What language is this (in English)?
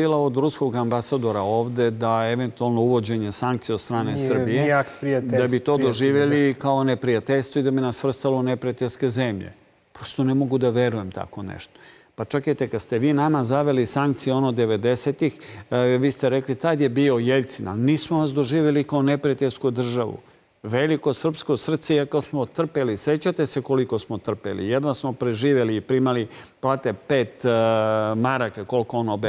Serbian